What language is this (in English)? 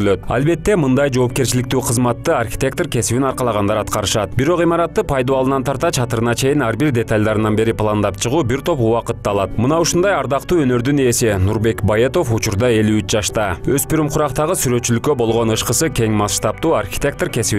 Kyrgyz